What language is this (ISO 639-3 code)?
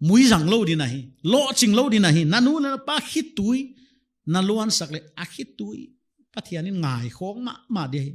pck